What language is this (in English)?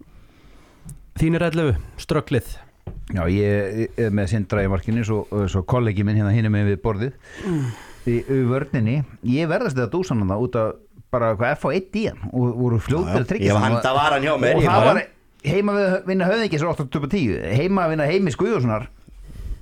Icelandic